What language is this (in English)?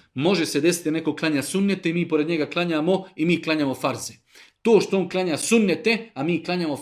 Bosnian